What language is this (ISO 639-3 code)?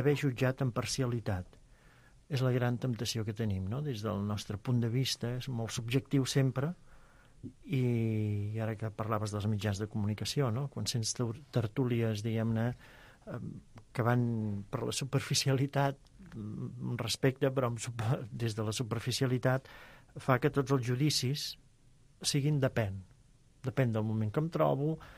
cat